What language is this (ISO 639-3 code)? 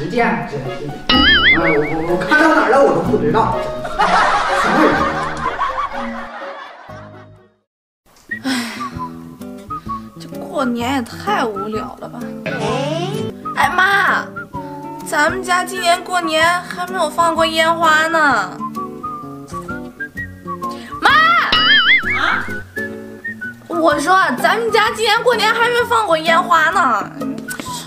zho